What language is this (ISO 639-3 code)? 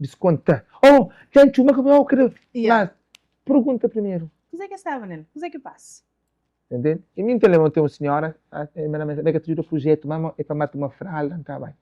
kea